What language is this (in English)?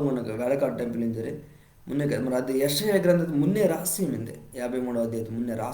Koya